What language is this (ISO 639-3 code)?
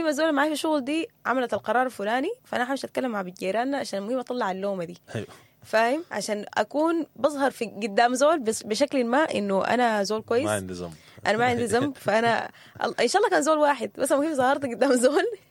apd